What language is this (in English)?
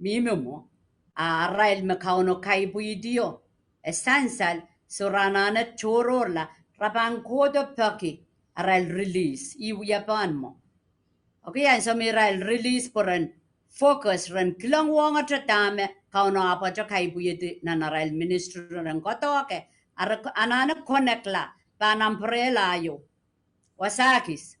Pohnpeian